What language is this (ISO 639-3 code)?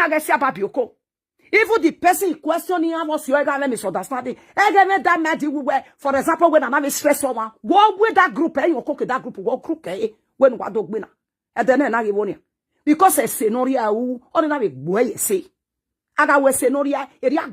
pcm